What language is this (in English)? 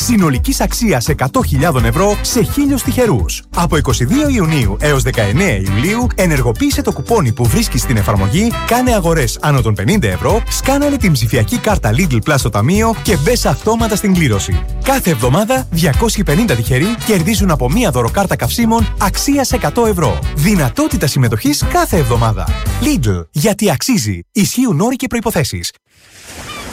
Greek